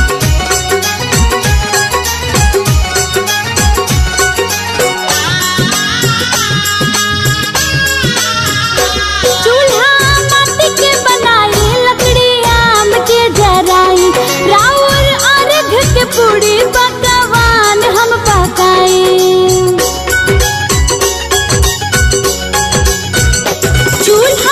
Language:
Bhojpuri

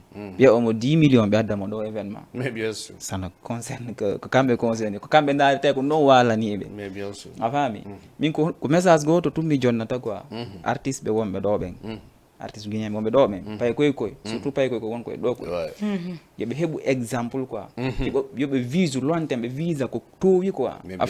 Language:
Fula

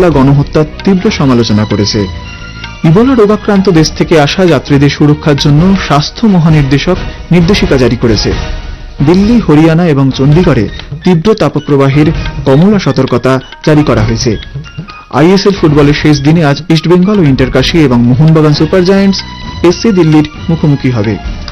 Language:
Bangla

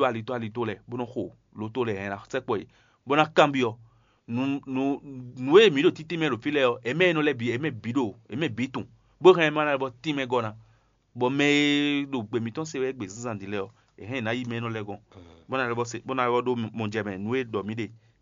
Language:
Fon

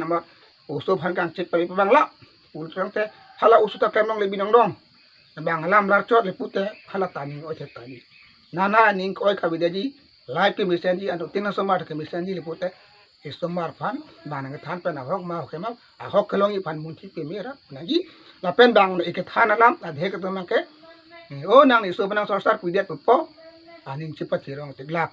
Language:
Karbi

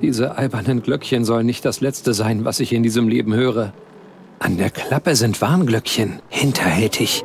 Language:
Bavarian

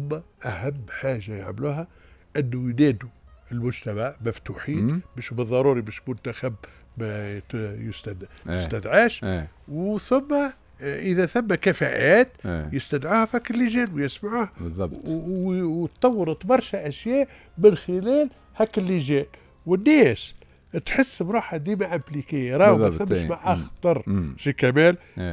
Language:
Tunisian Arabic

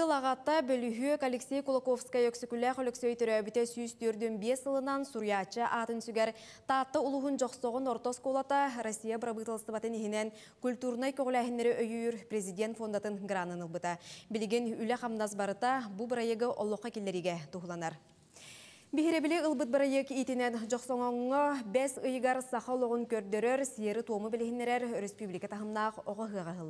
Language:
Yakut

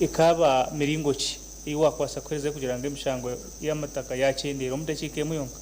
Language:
Nyankole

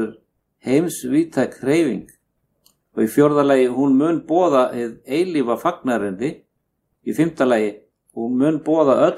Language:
Icelandic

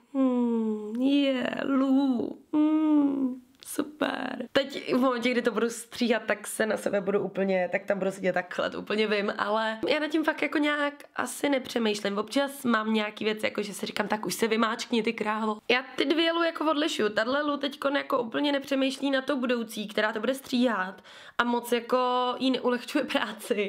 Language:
Czech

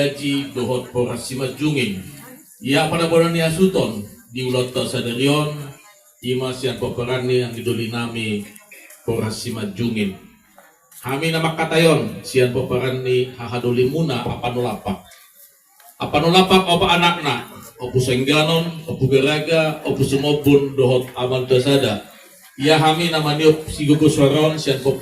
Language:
Batak Toba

